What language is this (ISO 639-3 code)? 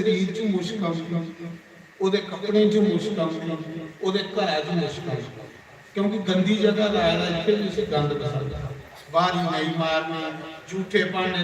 doi